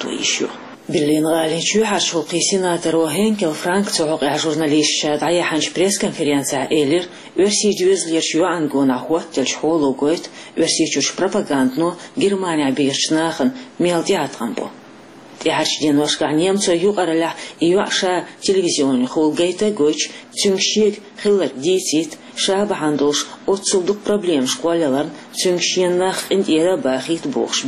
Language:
Chechen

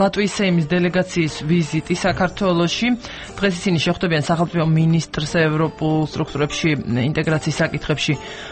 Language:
Georgian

